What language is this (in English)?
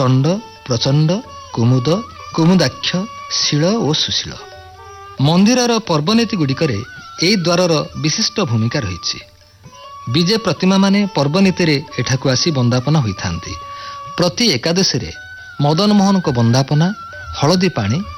Odia